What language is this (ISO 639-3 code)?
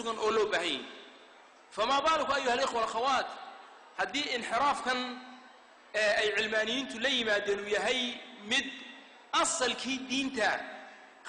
som